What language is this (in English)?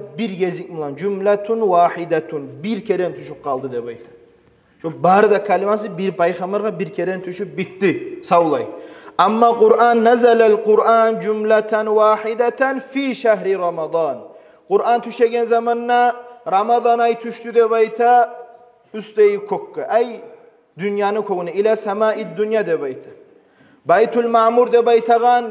Kumyk